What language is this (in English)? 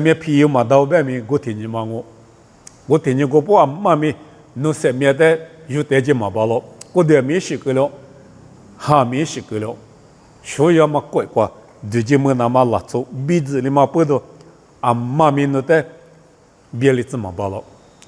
Lisu